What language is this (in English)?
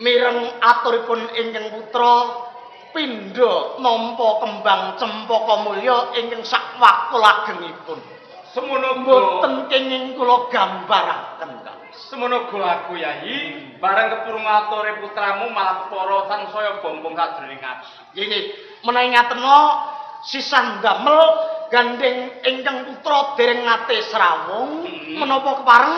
Javanese